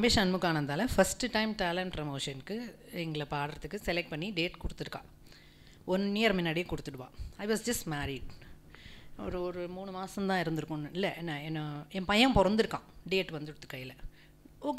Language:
Tamil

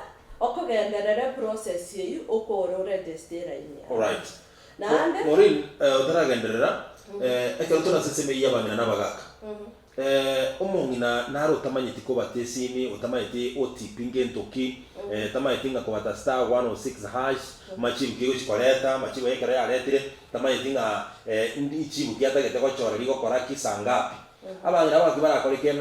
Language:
Gusii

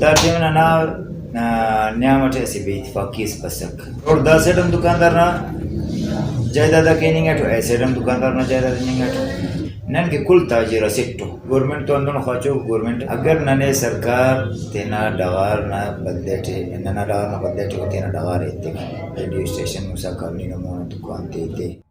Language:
Brahui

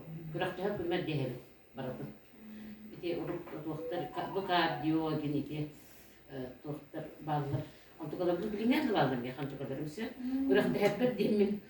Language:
Yakut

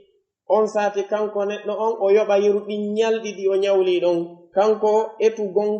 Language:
Pular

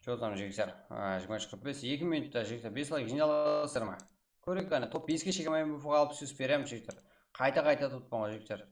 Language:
Kara-Kalpak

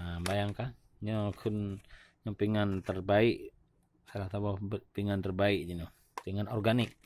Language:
Achinese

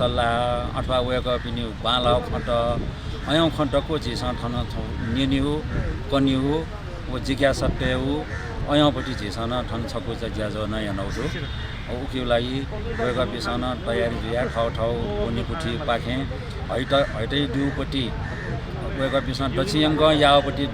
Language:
Newari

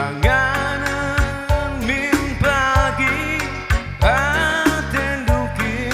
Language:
Batak Karo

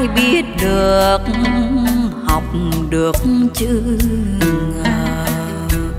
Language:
Vietnamese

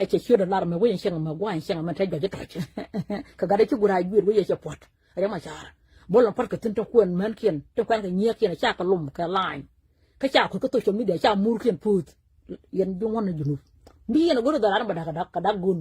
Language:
Nuer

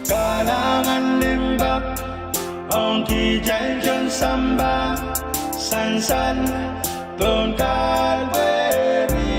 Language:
Pohnpeian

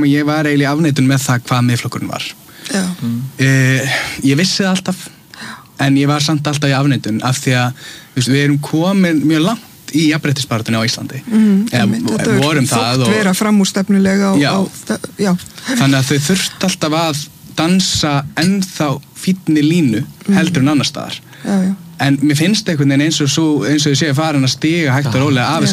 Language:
Icelandic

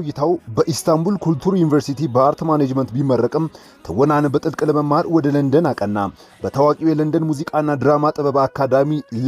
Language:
Amharic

